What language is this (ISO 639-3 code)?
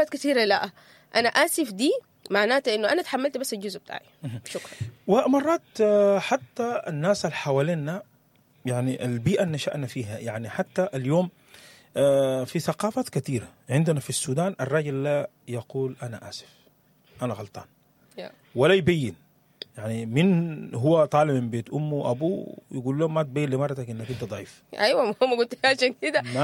apd